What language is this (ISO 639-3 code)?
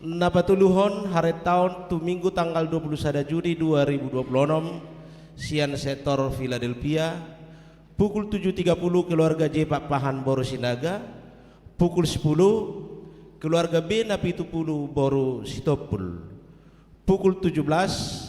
bbc